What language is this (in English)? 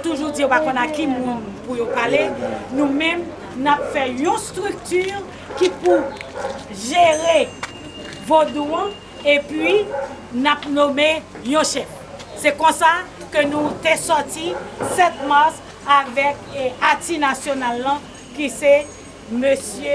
Haitian Creole